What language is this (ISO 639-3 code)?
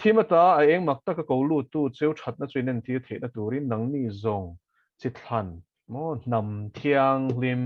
lus